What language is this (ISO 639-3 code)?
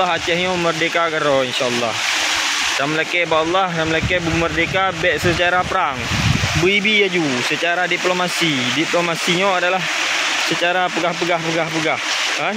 ace